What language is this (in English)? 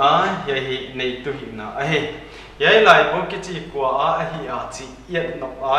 Paite Chin